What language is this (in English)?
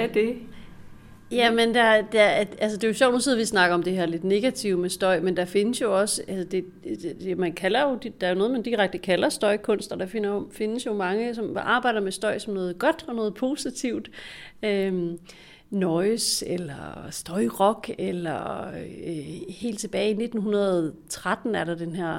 Danish